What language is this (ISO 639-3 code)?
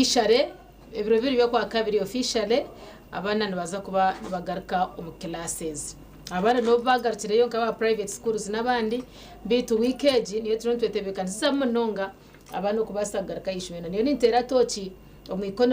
nyn